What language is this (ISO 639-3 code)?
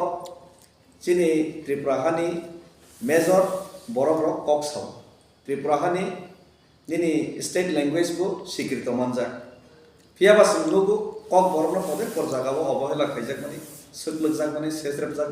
trp